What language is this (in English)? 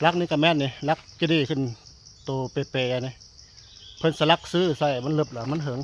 Northeastern Thai